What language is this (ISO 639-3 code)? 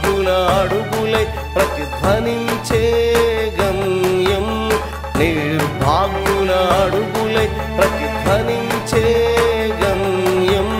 tel